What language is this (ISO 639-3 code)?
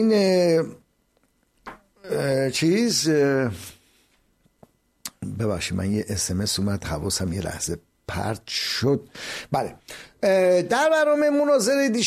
fas